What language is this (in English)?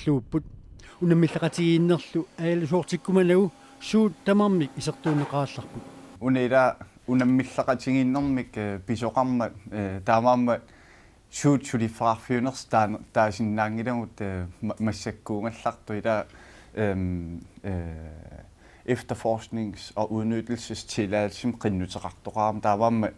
Kalaallisut